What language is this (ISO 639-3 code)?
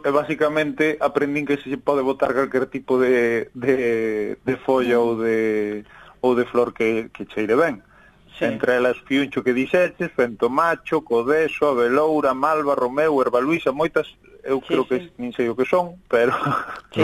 glg